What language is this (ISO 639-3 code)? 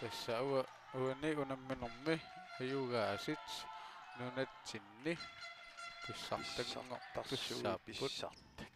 kal